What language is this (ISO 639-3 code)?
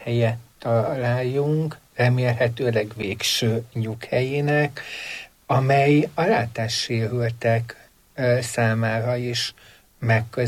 hun